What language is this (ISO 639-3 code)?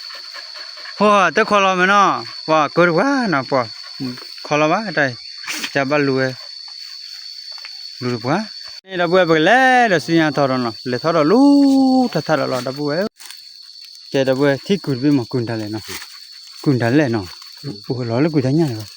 ksw